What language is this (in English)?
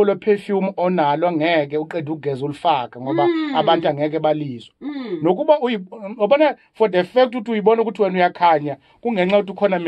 Zulu